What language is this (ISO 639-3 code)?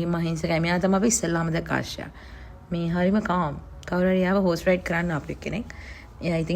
sin